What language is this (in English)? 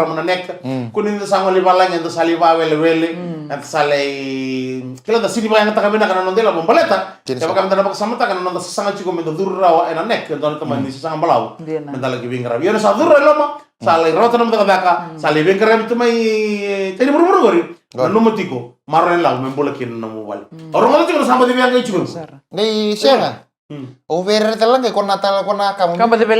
Fijian